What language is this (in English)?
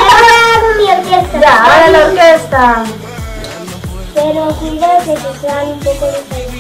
Spanish